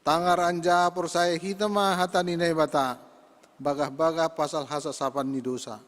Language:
Batak Simalungun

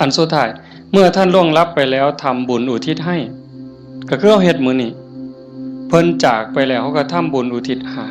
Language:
Northeastern Thai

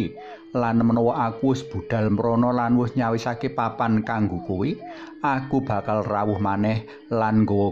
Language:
Javanese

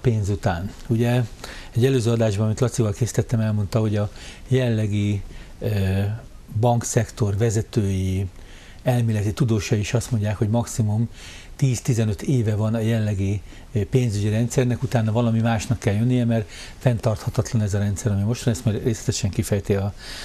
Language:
Hungarian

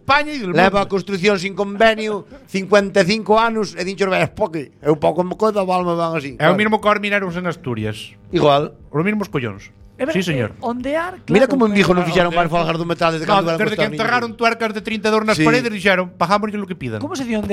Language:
Galician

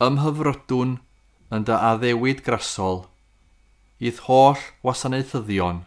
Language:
Welsh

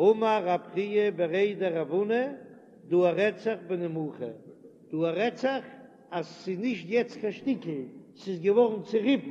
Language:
Yiddish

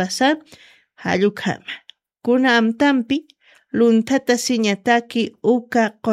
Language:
Aymara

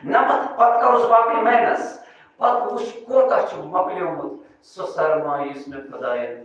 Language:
Kashmiri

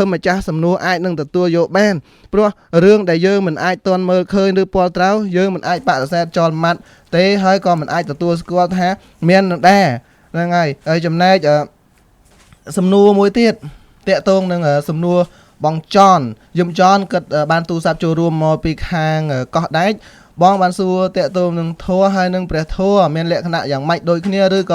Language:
Khmer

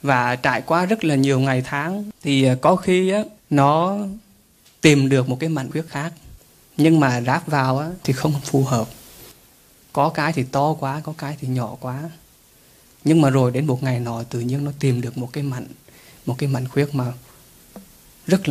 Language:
Vietnamese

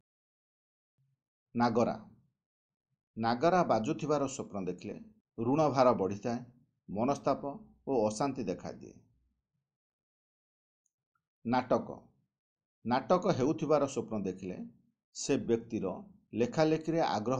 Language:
Odia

